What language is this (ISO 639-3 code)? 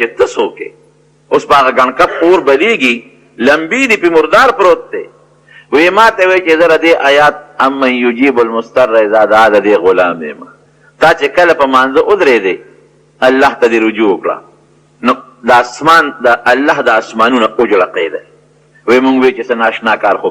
pus